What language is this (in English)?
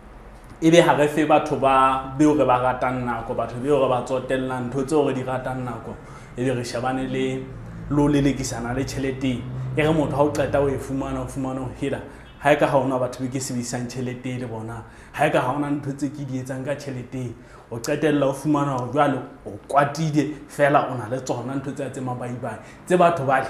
Southern Sotho